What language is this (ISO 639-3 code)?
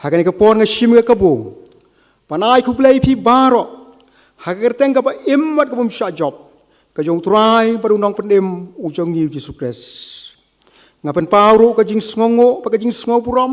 kha